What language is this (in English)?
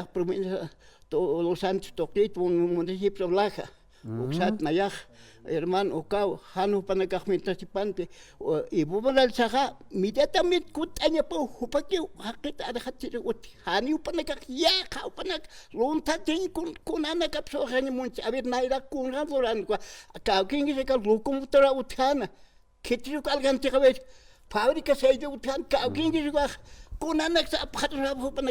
Aymara